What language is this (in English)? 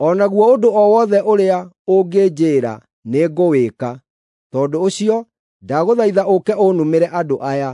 Kikuyu